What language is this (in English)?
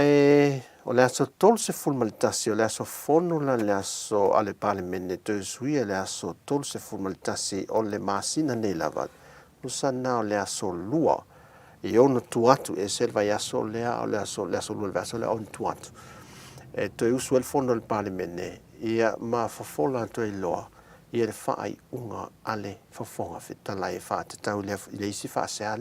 Samoan